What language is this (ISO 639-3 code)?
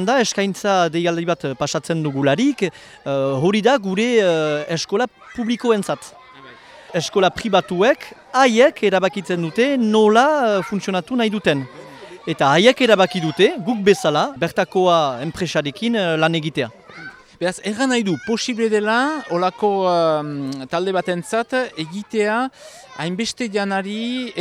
eus